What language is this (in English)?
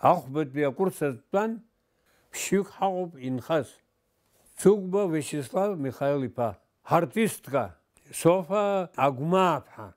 Abkhazian